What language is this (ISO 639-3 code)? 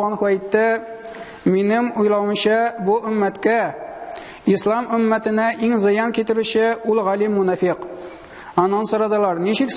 tat